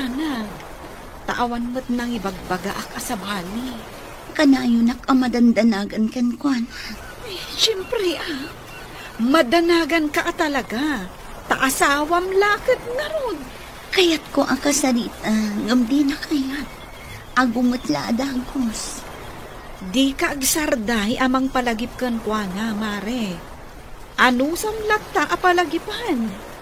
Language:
Iloko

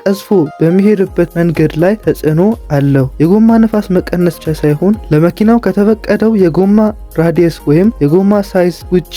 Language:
Amharic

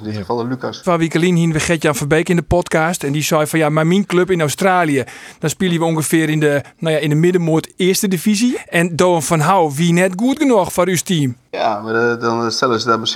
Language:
Western Frisian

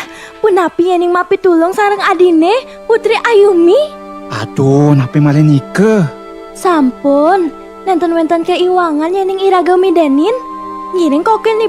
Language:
Balinese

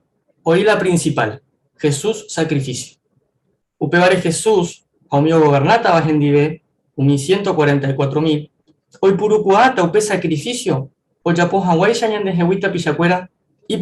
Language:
Guarani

